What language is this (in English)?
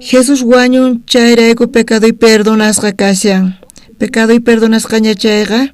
South Bolivian Quechua